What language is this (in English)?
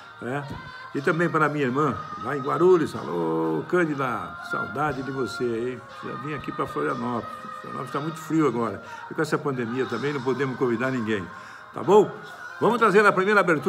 Portuguese